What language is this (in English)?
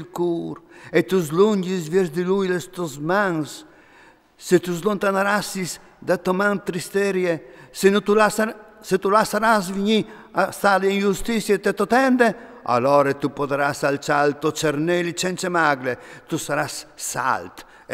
Friulian